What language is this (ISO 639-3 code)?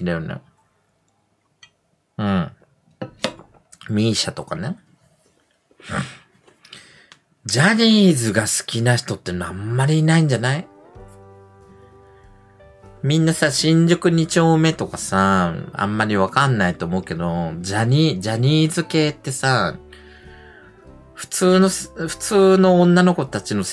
jpn